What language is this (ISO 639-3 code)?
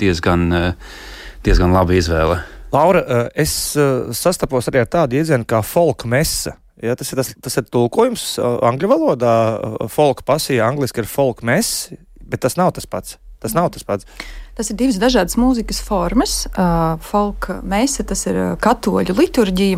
lav